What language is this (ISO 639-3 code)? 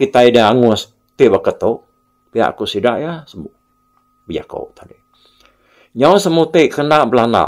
iba